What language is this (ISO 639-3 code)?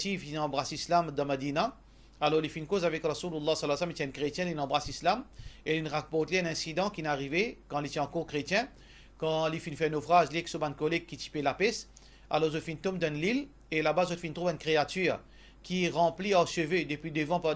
mfe